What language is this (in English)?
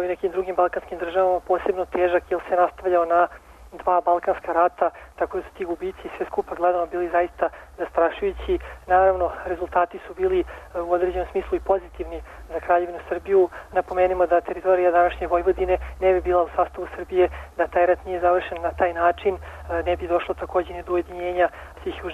Serbian